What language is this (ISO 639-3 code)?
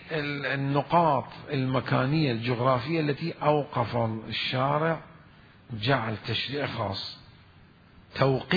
acm